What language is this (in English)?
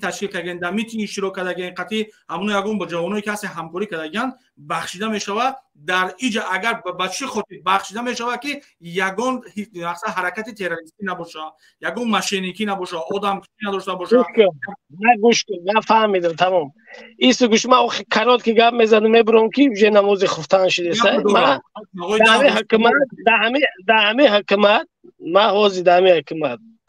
Tajik